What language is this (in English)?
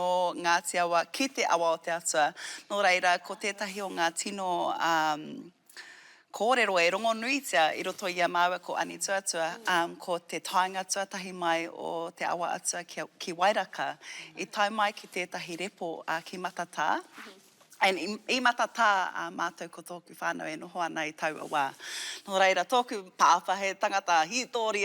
Māori